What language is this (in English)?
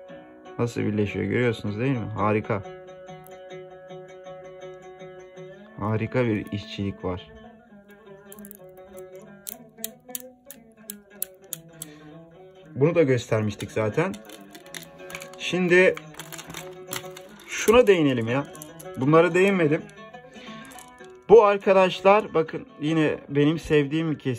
Turkish